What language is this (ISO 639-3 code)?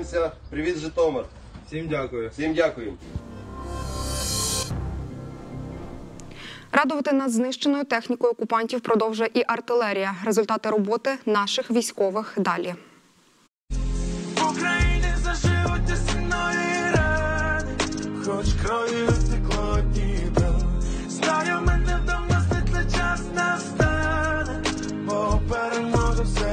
ukr